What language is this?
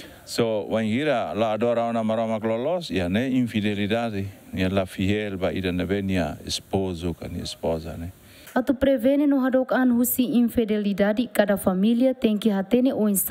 Tetum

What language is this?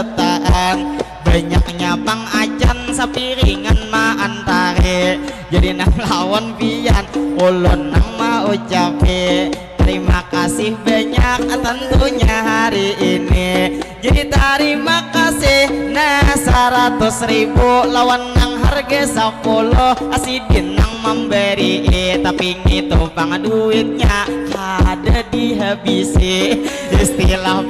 Banjar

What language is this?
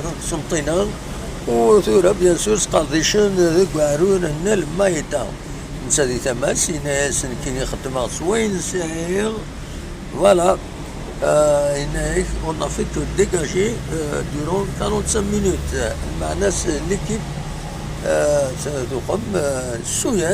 Kabyle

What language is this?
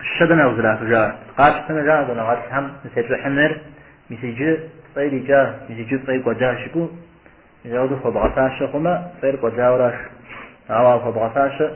Kabardian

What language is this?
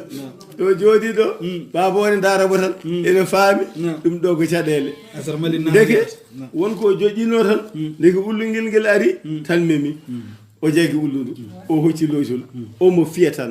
Fula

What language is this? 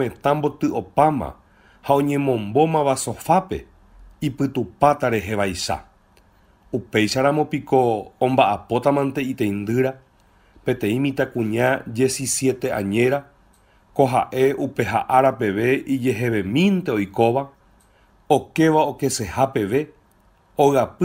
Guarani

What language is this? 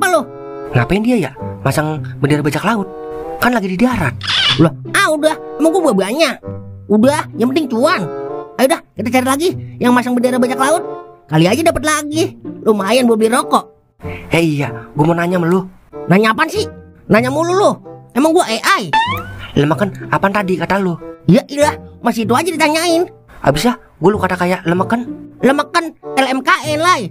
Betawi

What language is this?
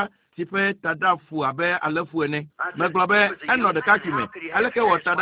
Ewe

